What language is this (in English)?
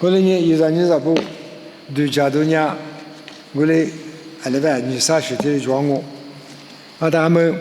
Lisu